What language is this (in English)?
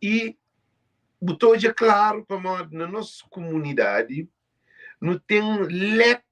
Kabuverdianu